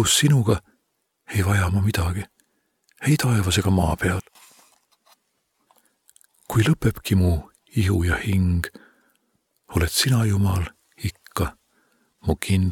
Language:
Estonian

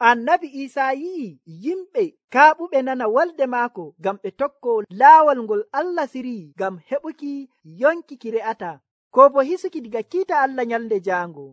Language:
Nigerian Fulfulde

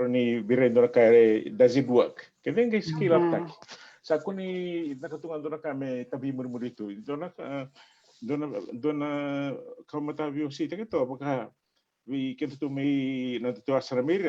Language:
Fijian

